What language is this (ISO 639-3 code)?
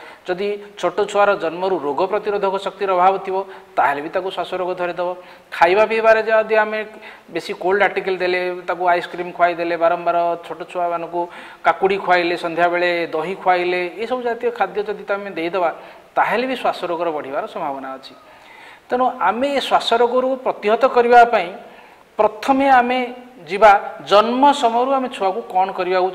ori